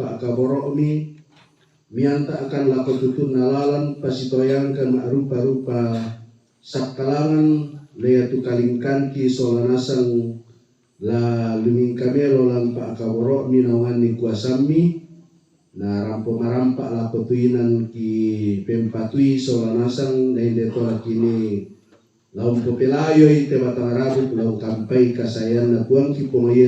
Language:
Toraja-Sa'dan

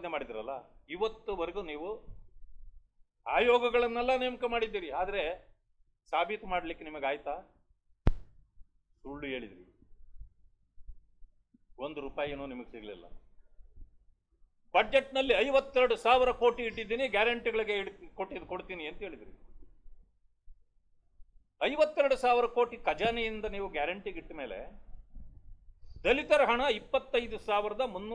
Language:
Kannada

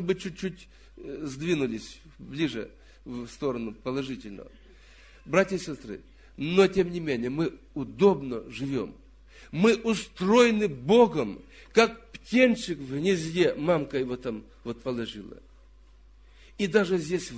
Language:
Russian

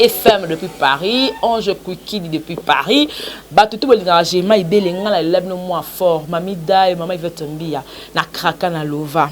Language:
Lingala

